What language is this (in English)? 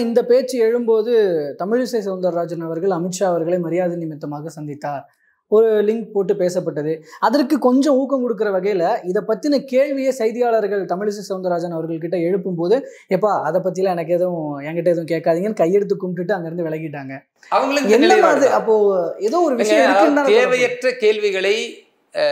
Tamil